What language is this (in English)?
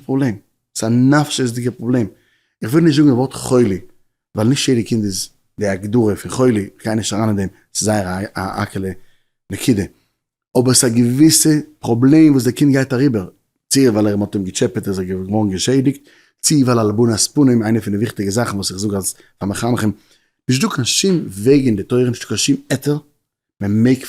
Yiddish